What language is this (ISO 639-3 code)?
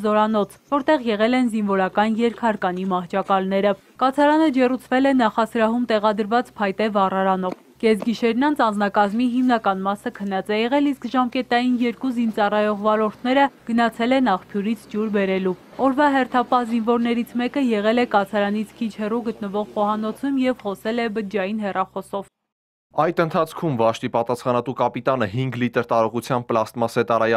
hye